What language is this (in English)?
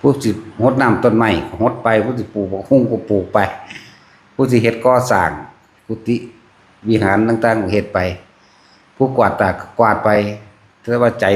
Northeastern Thai